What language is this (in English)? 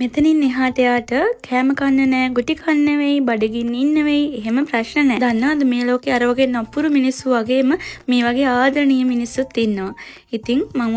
Sinhala